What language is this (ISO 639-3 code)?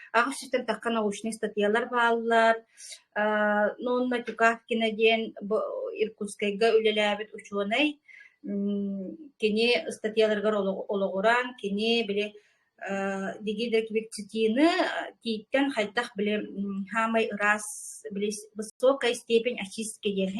sah